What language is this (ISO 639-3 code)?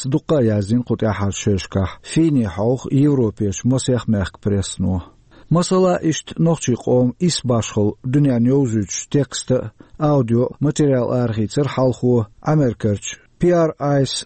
che